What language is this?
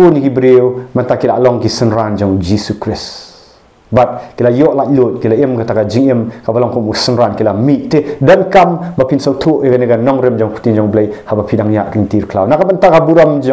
Khasi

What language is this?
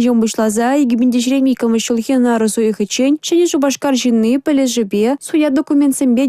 Chuvash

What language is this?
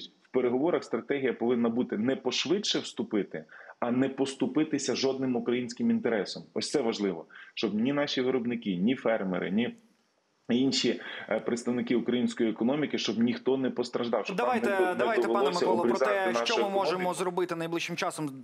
Ukrainian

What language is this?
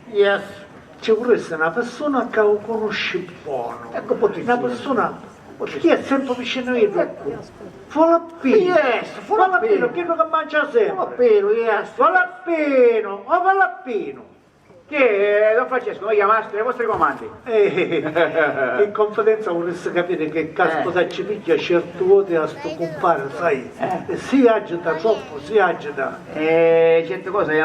Sicilian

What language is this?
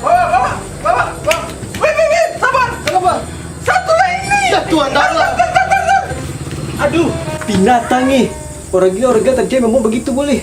Ambonese Malay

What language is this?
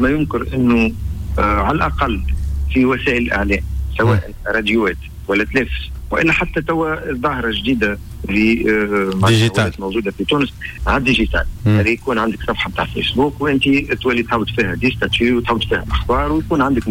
Tunisian Arabic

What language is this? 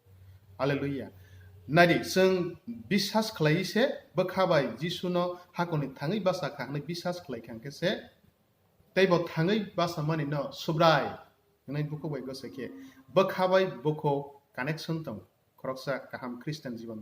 Kok Borok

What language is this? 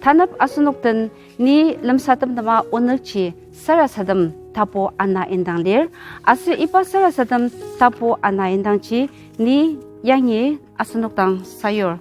Ao Naga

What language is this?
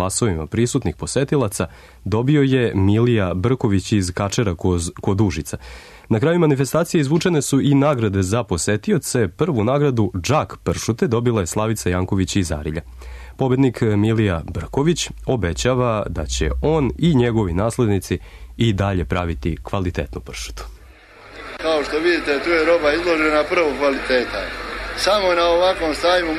Serbian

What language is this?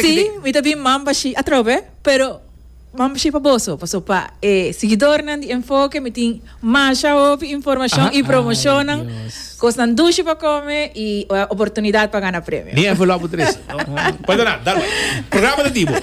Papiamento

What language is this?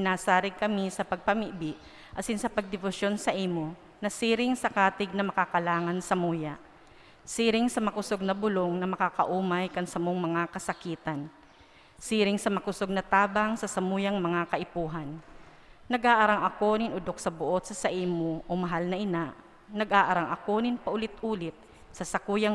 Bikol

